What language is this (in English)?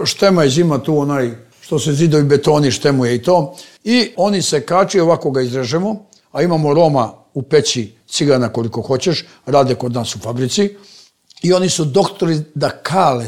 Serbian